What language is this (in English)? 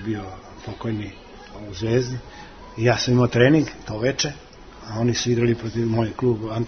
Serbian